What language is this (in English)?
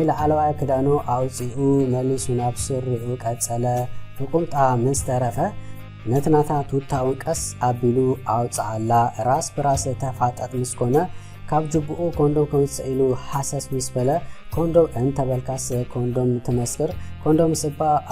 Tigrinya